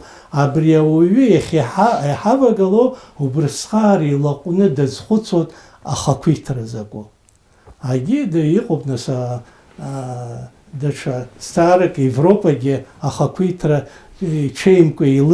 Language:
Abkhazian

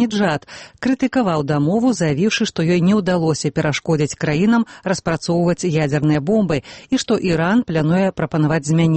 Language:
Belarusian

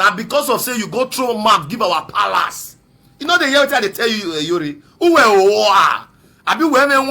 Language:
Nigerian Pidgin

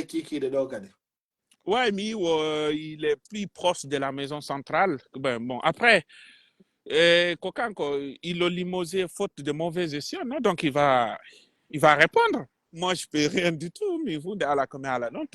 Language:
Pular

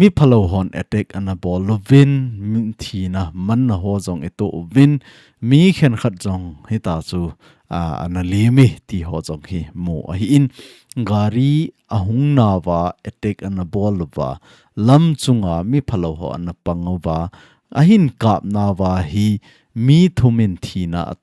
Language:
Thado Chin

